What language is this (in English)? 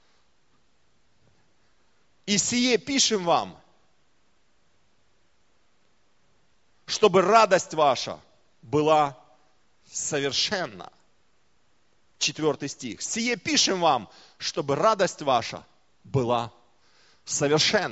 Russian